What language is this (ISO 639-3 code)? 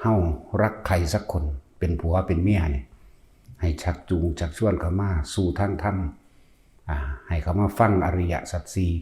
tts